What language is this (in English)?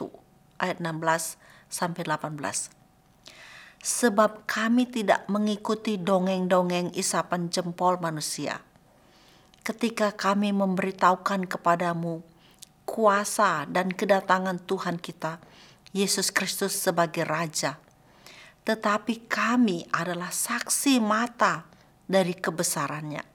Indonesian